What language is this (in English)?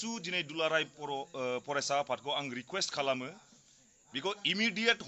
Bodo